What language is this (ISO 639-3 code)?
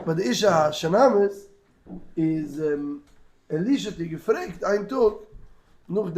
yid